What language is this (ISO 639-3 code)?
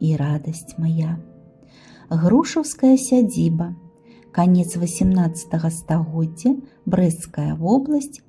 bel